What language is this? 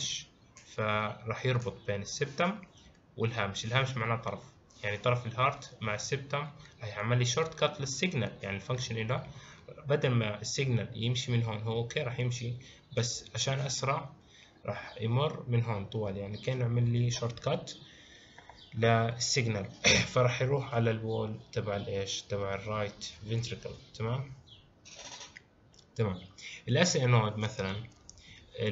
South Levantine Arabic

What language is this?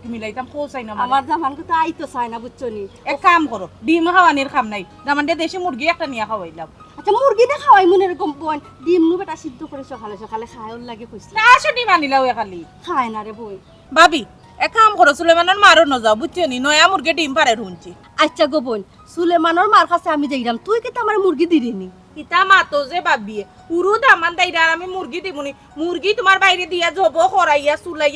Sylheti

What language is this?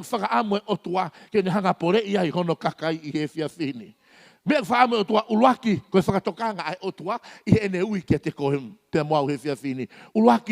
Tongan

